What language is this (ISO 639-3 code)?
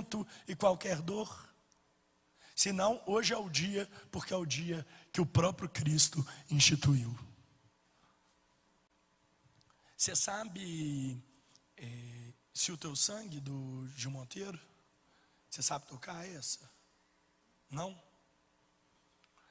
por